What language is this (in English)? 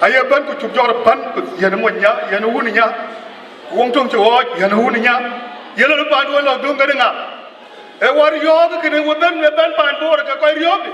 Dinka